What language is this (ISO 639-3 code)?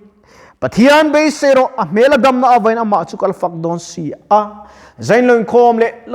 lus